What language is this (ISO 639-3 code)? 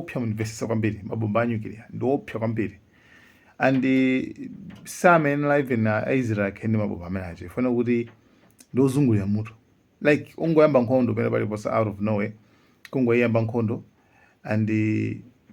nya